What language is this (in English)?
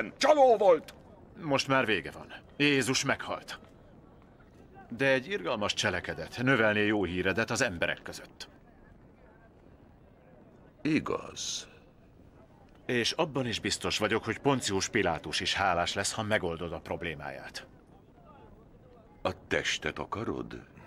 Hungarian